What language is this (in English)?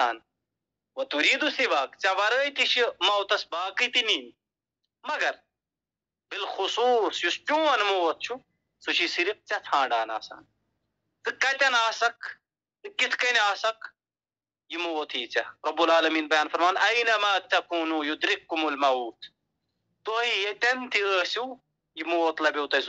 Kashmiri